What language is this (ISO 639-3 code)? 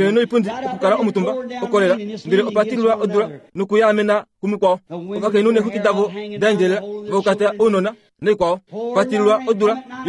kua